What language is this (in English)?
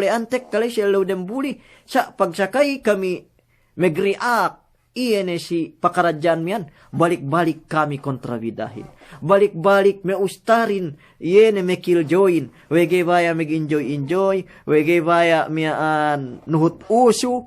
Yakan